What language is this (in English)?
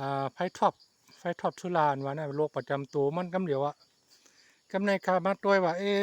Shan